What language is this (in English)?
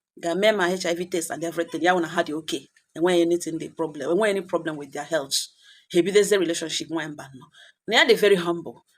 Igbo